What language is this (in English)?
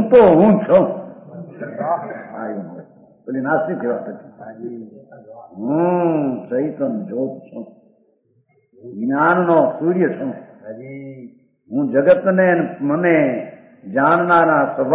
Gujarati